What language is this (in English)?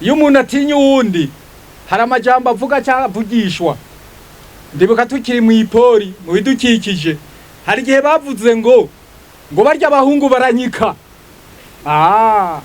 Rundi